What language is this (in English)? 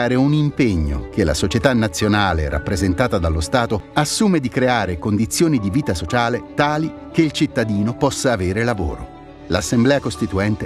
Italian